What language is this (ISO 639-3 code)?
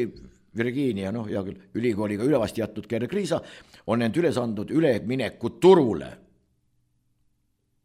est